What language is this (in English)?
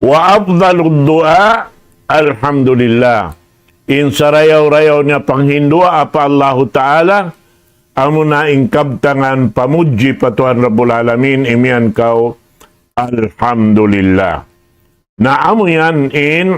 Tausug